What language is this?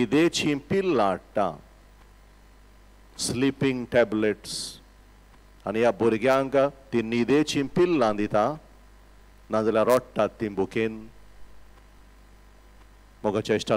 Konkani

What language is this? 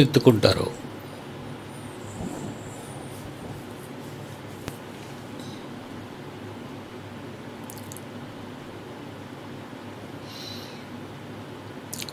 Telugu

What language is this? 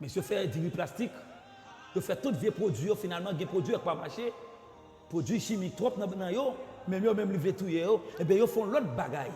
Haitian Creole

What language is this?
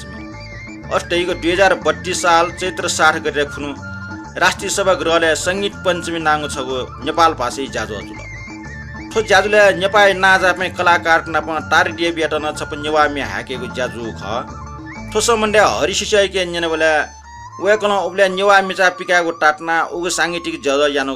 Newari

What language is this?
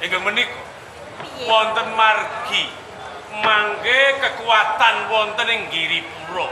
Javanese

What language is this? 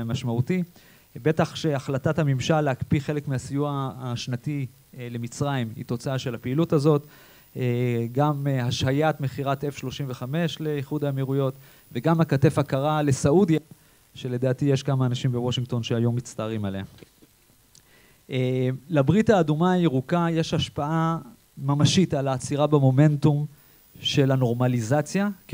Hebrew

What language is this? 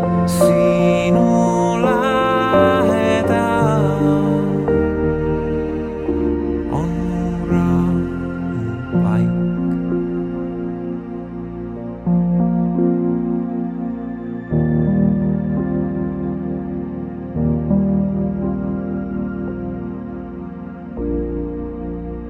Estonian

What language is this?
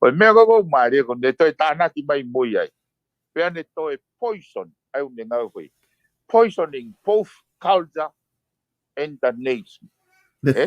Tongan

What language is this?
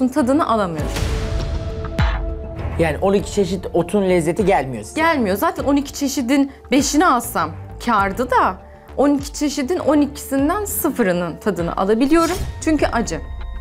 Turkish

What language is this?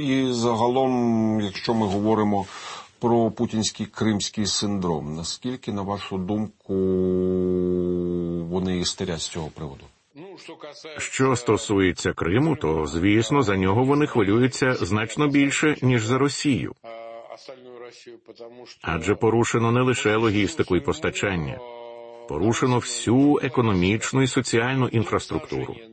Ukrainian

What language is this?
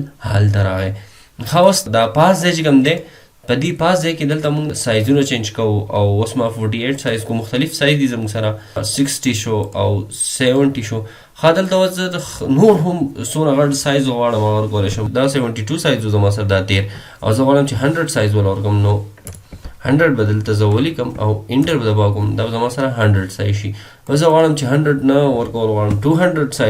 Pashto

